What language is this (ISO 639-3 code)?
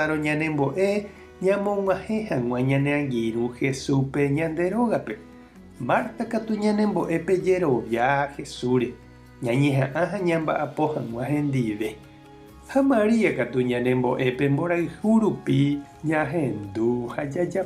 grn